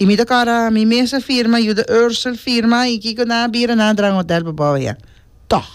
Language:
Papiamento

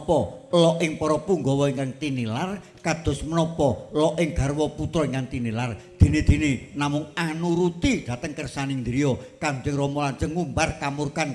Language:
Javanese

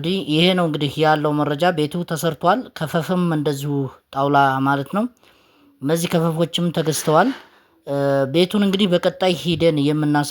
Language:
Amharic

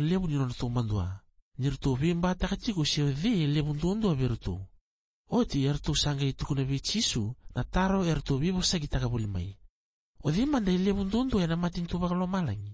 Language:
Fijian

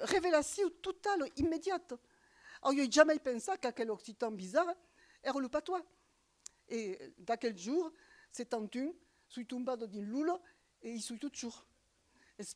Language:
Occitan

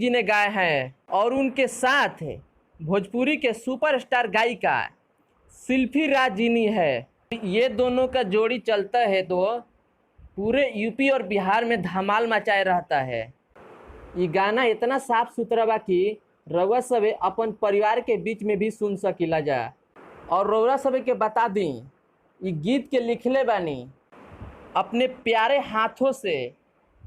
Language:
Bhojpuri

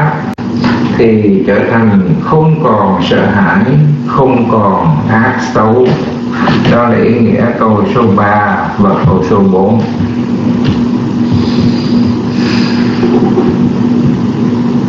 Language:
Vietnamese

